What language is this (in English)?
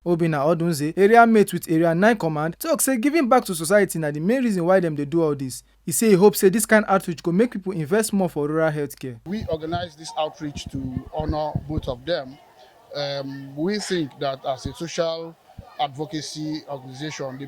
Nigerian Pidgin